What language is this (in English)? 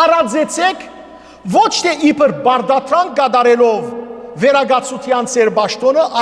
Western Armenian